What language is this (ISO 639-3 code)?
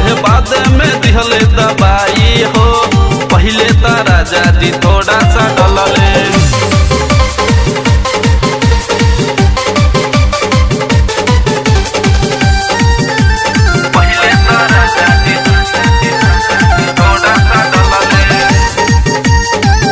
bho